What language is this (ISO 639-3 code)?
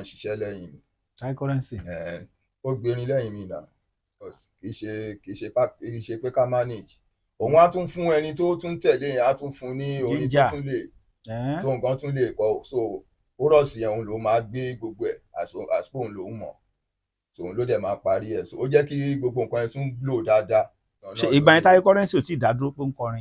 yor